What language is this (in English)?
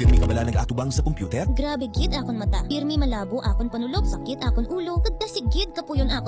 Hiligaynon